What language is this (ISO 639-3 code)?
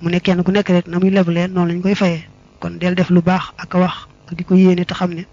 wol